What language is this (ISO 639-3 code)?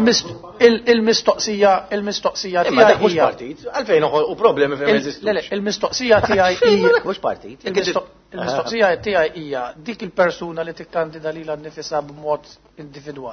mlt